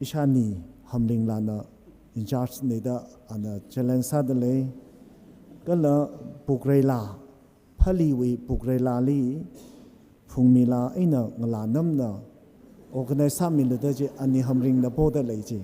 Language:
Tangkhul Naga (India)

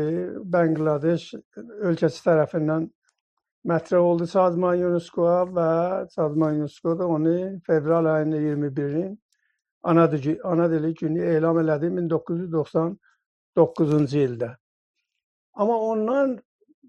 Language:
South Azerbaijani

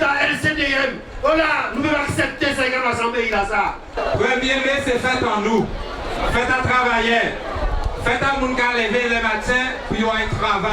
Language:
Guadeloupean Creole French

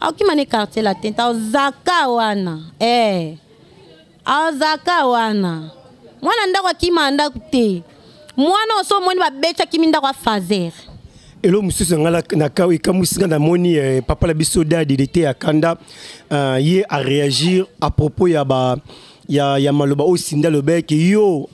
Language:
Lingala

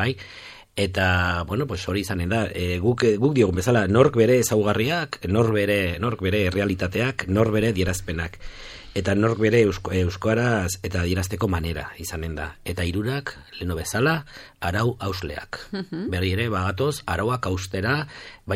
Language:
Basque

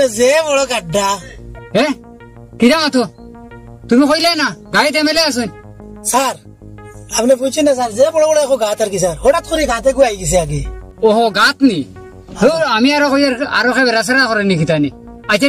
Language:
Sylheti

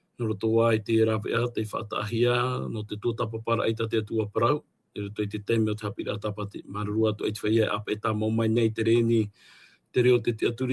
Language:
Tahitian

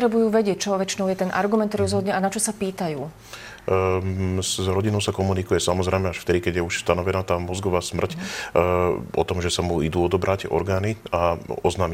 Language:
Slovak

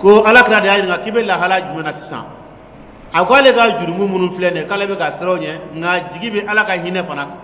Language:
Dyula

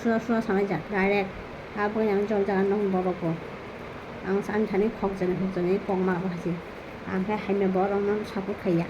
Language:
Kok Borok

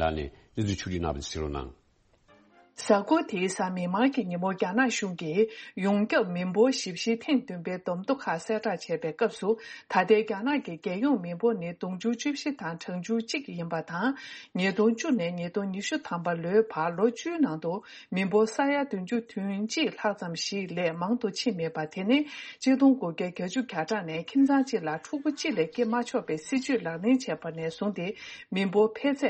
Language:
Tibetan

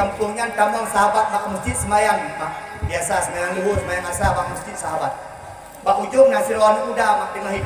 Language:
Achinese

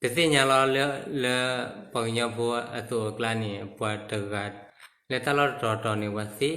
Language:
S'gaw Karen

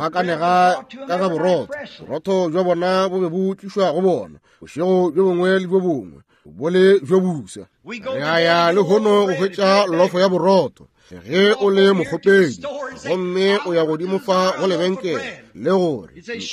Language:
Northern Sotho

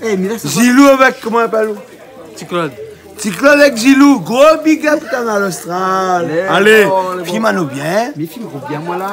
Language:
Réunion Creole French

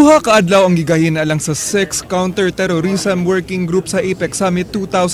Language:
Cebuano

